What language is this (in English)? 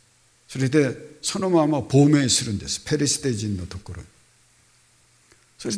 Japanese